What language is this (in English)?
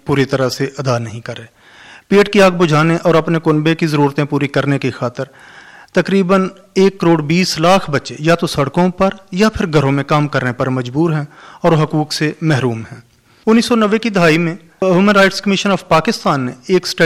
Urdu